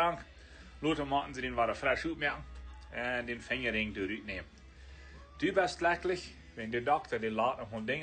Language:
Plautdietsch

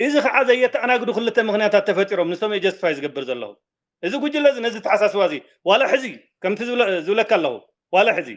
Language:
Tigrinya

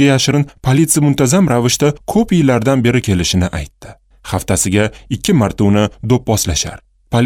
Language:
Uzbek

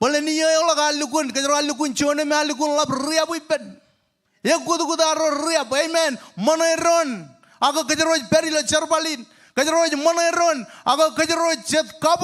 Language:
Marshallese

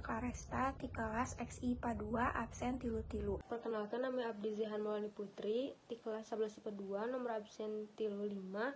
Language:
Sundanese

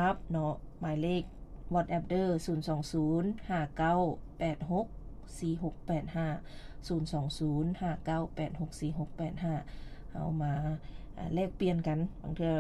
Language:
Lao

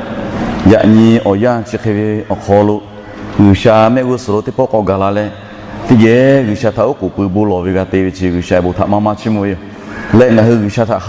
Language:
Lahu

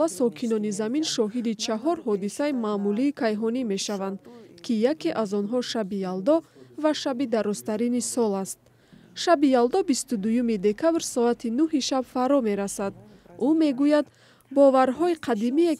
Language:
Tajik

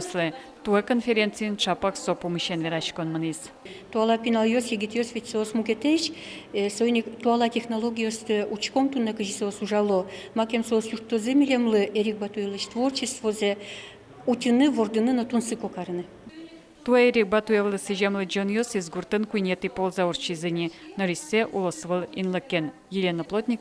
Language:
Udmurt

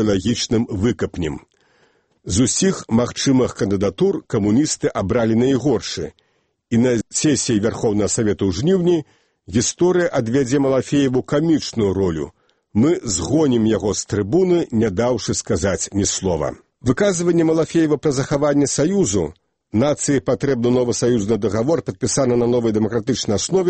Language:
Belarusian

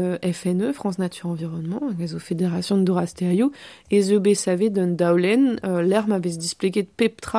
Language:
Breton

